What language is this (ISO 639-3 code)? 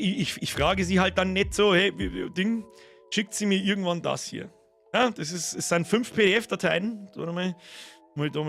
bar